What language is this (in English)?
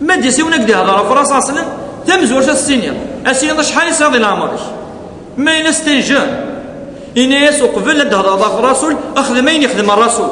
Kabyle